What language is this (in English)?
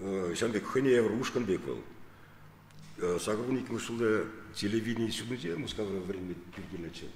Chuvash